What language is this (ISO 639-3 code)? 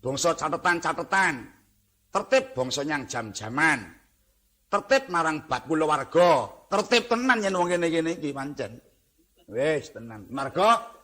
jav